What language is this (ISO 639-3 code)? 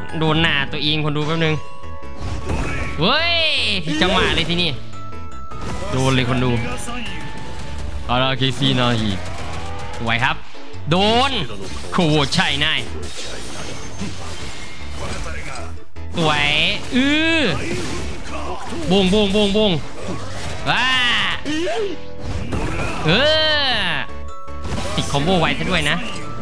tha